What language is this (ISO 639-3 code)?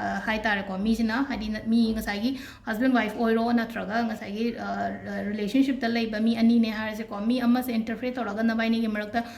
mni